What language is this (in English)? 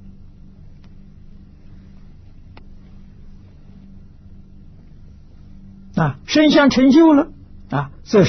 Chinese